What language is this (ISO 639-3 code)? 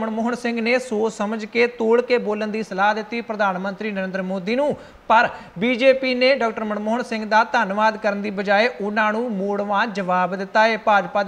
pan